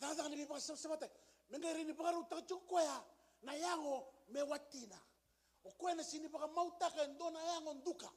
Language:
Fijian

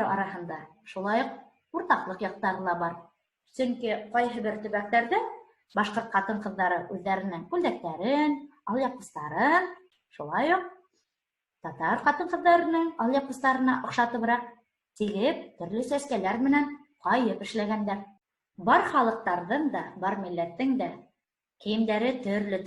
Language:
Bashkir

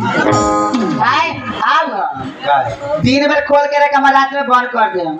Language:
Bhojpuri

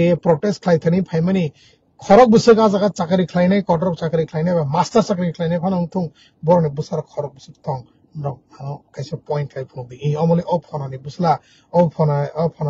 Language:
Kok Borok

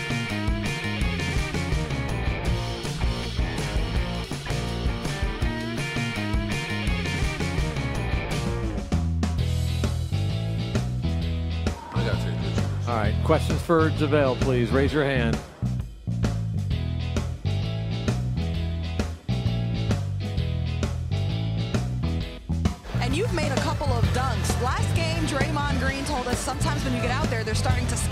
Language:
English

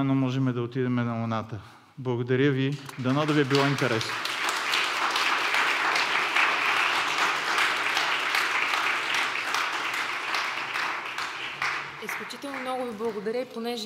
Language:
Bulgarian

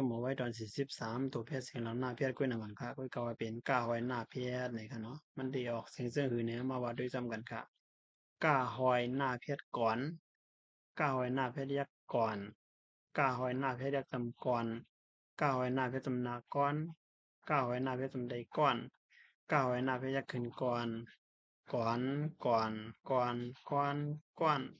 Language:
Shan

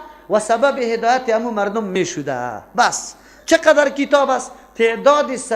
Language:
Persian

